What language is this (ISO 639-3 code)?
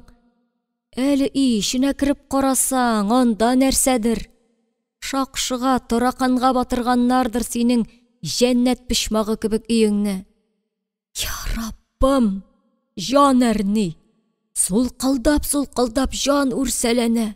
tat